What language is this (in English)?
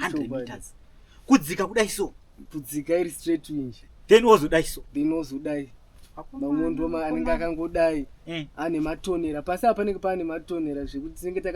Shona